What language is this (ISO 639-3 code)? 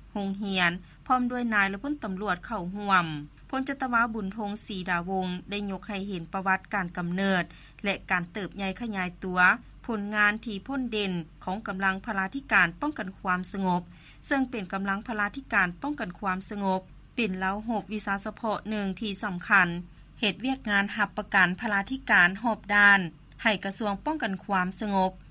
lao